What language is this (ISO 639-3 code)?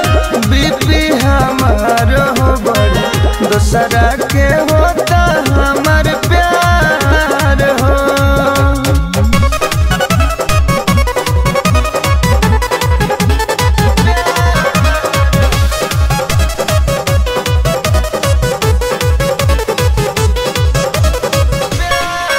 bho